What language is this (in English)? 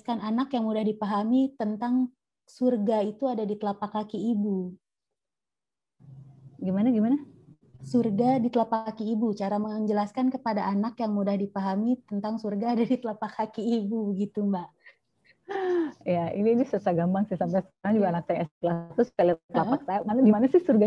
Indonesian